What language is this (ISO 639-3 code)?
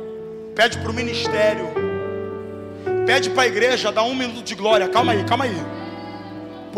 por